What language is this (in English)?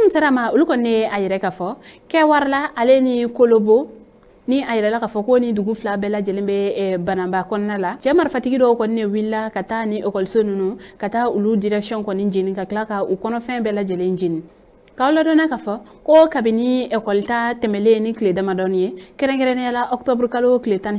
Bambara